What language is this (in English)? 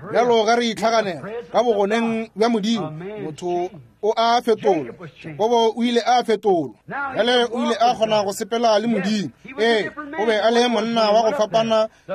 Northern Sotho